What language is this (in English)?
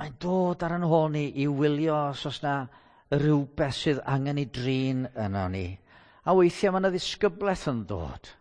Welsh